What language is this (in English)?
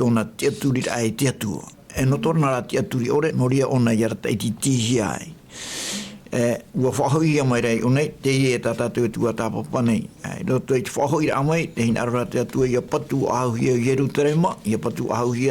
Tahitian